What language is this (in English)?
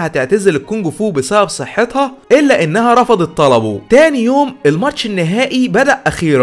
Egyptian Arabic